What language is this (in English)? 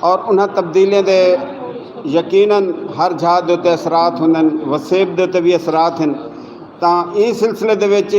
Saraiki